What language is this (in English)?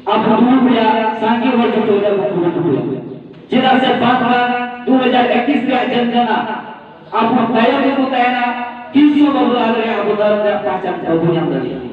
Santali